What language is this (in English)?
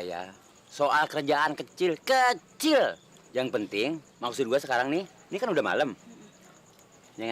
Betawi